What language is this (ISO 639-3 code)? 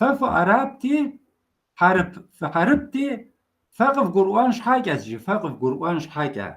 kbd